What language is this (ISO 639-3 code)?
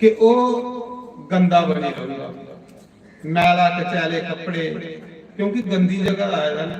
doi